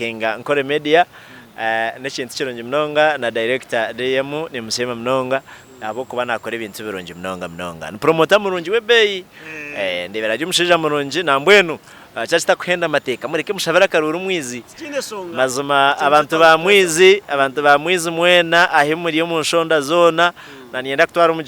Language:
Nyankole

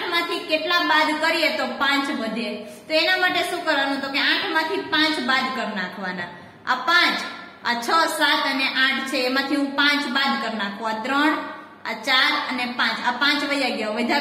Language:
Gujarati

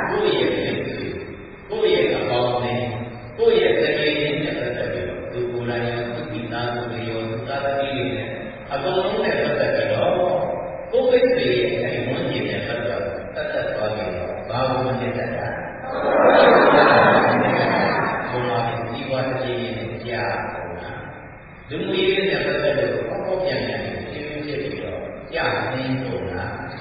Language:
Burmese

